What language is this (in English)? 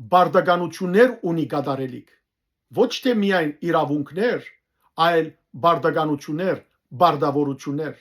Western Armenian